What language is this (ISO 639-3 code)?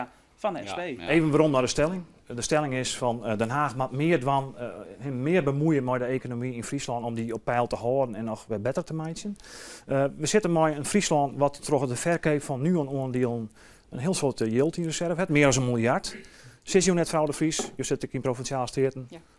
fry